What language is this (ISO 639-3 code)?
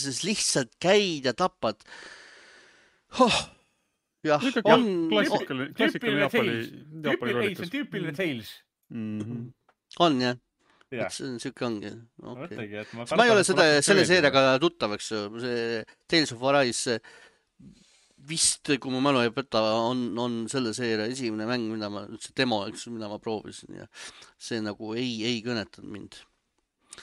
est